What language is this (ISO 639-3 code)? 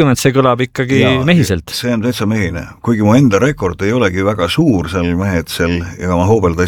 est